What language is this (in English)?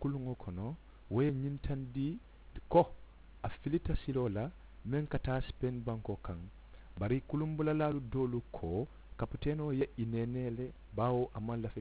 Mandingo